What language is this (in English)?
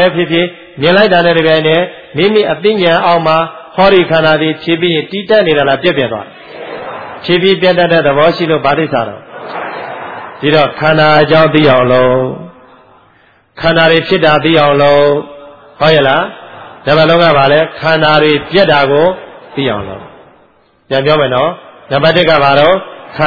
Burmese